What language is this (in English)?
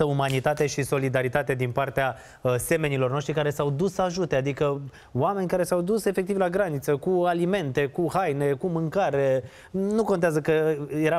Romanian